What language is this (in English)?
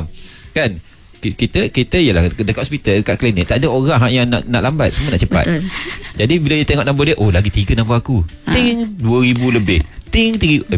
Malay